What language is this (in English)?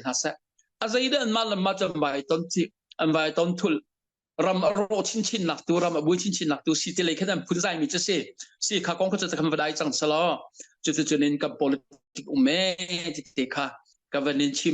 Hakha Chin